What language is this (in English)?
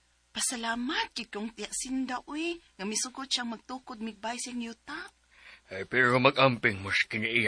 Cebuano